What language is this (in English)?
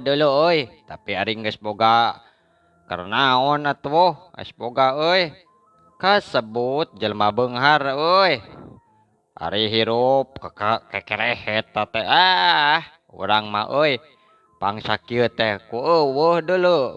Sundanese